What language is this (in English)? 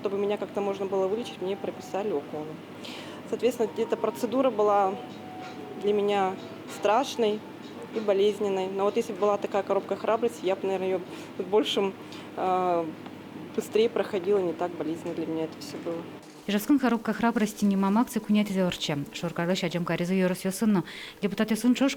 Udmurt